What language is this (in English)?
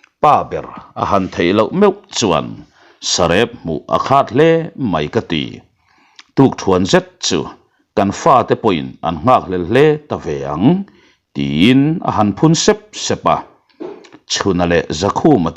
Mizo